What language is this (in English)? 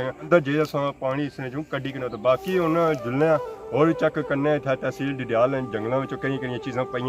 Pahari-Potwari